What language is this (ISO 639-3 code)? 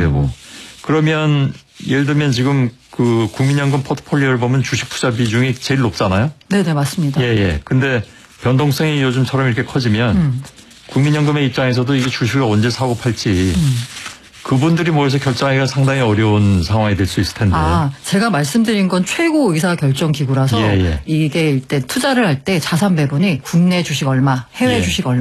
kor